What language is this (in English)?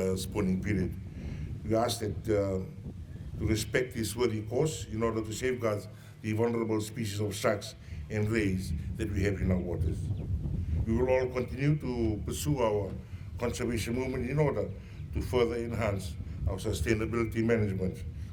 Fijian